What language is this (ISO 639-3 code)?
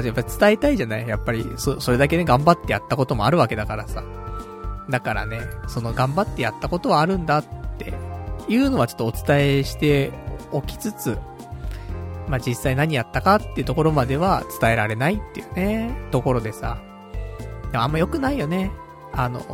jpn